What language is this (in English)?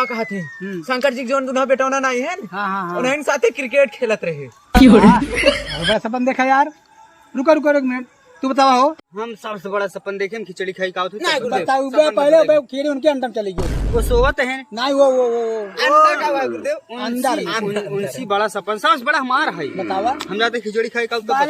Awadhi